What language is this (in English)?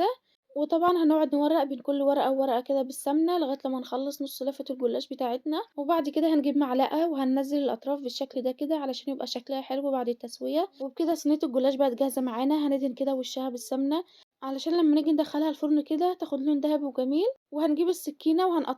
Egyptian Arabic